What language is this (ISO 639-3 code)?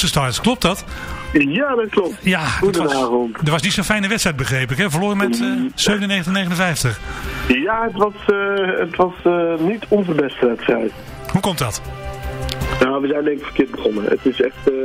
nld